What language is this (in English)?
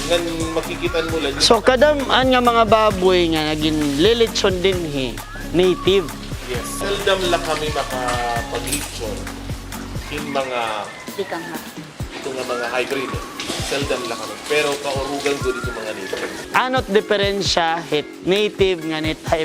Waray